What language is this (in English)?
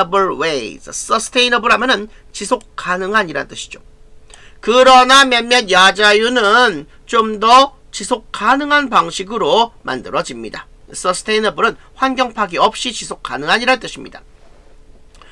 Korean